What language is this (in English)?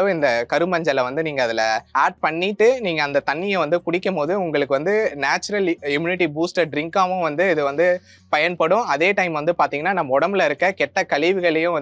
Tamil